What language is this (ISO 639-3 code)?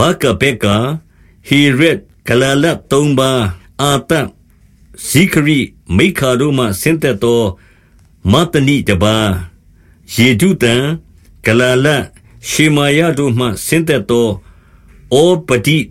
mya